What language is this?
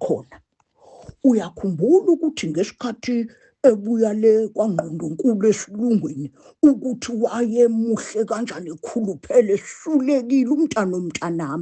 Zulu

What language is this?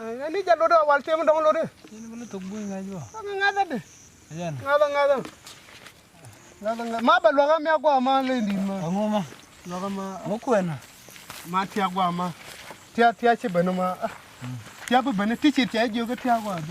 Nuer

